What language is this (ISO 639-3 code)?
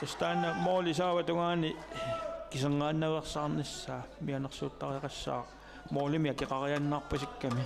kal